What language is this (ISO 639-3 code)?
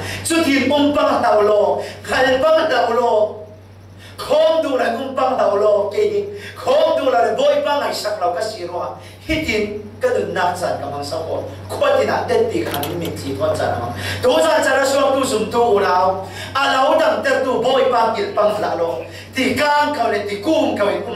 cfm